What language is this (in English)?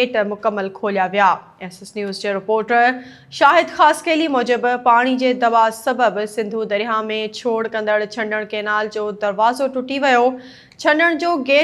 Sindhi